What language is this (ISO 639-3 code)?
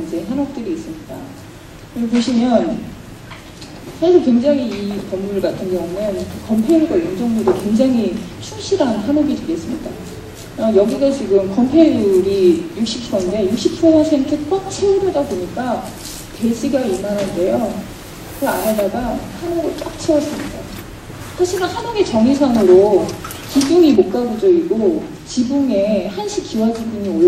kor